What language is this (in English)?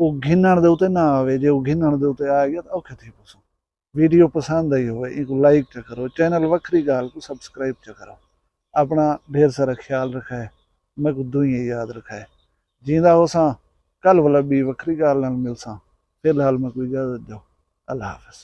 Saraiki